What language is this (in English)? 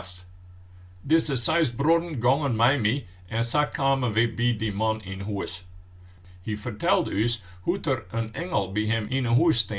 Western Frisian